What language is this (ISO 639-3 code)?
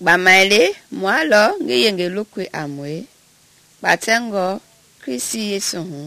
men